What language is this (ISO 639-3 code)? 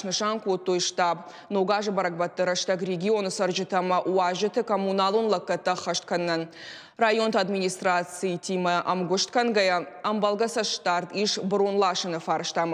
oss